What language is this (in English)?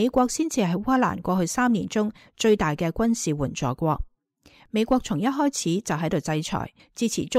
Cantonese